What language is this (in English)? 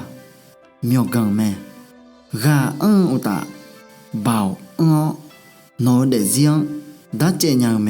Akha